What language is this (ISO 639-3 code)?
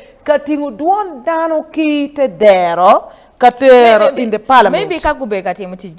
ach